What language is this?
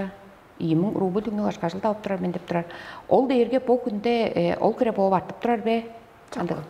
Tuvinian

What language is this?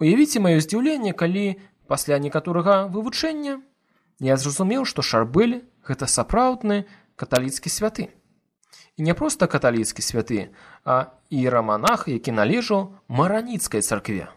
Belarusian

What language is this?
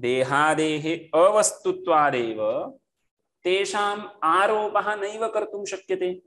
Sanskrit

